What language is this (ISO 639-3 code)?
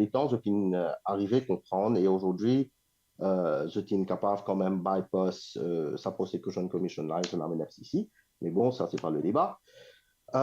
mfe